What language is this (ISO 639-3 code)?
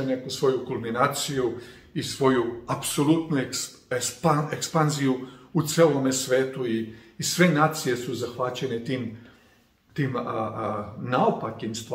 srp